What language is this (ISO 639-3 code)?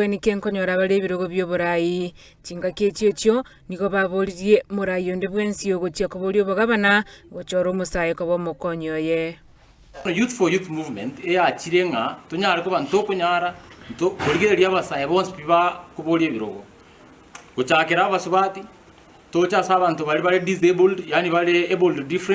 guz